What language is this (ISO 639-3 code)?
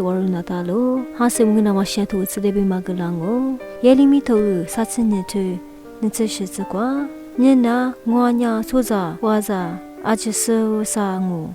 lis